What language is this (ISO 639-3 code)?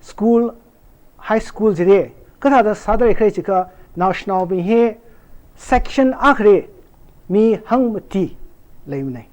nmf